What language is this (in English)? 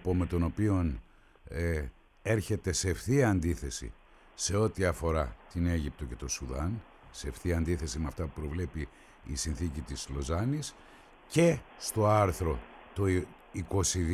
Greek